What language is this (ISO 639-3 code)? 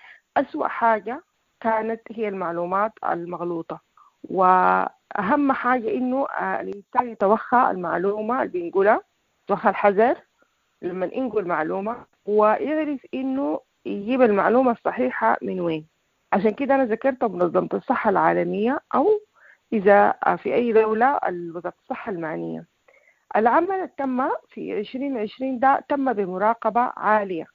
apd